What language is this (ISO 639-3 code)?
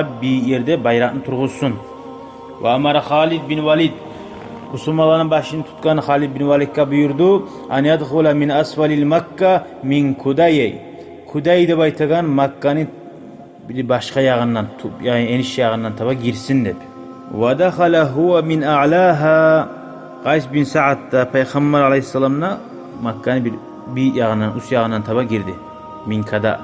kum